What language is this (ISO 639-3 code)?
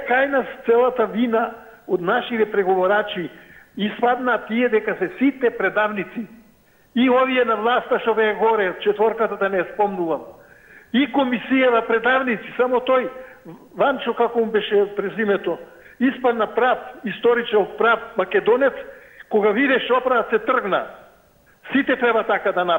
mkd